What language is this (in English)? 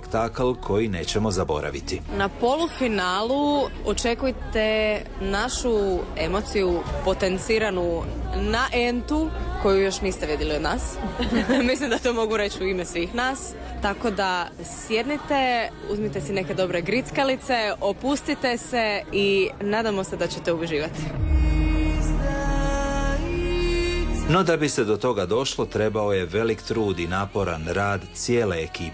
Croatian